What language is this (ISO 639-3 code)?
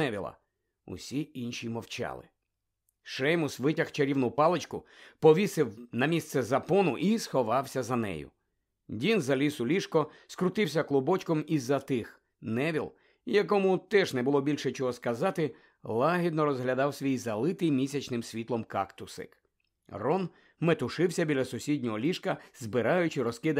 ukr